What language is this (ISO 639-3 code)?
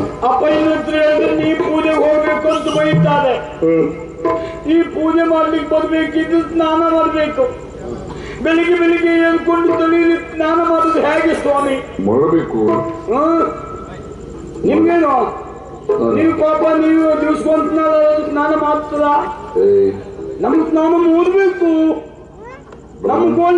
kan